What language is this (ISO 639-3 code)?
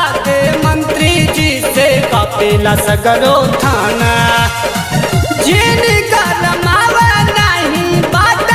bho